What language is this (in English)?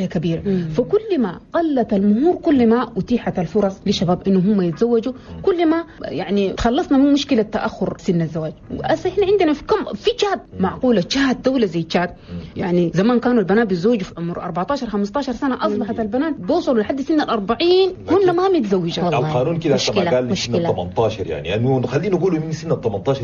Chadian Arabic